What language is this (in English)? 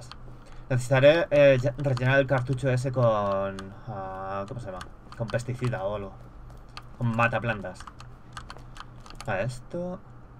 Spanish